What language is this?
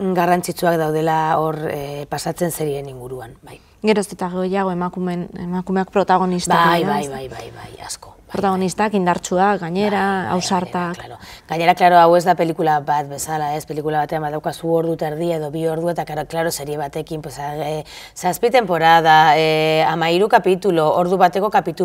Basque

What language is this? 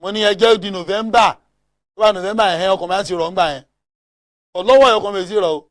Yoruba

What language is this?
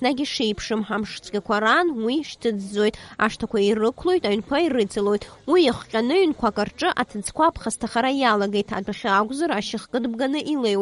Abkhazian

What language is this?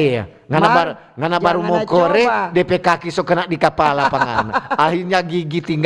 Manado Malay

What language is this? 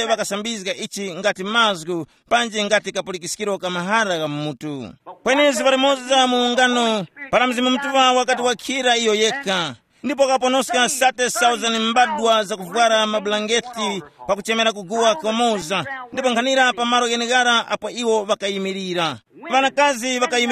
Tumbuka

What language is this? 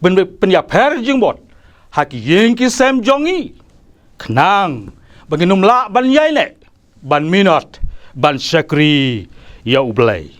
Khasi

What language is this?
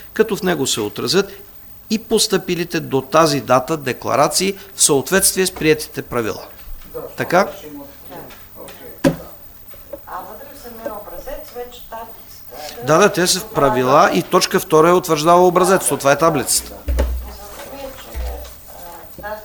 Bulgarian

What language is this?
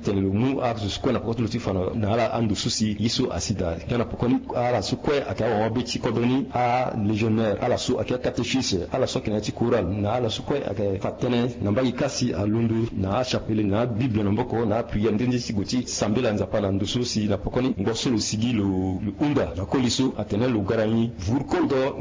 Sango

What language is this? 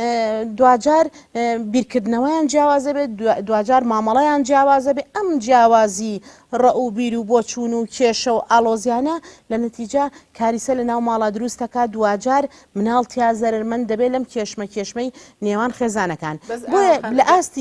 Central Kurdish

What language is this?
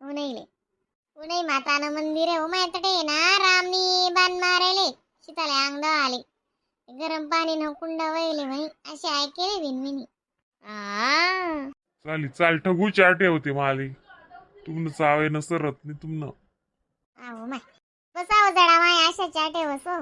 Khandesi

